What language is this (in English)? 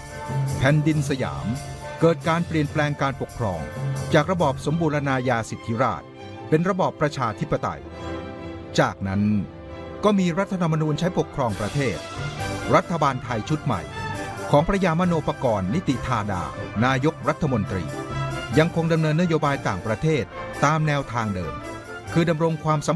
Thai